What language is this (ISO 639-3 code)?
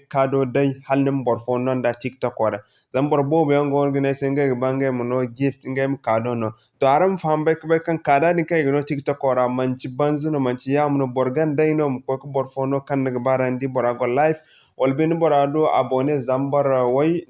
dje